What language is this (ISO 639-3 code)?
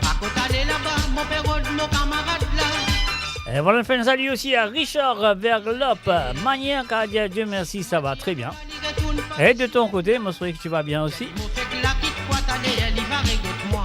mfe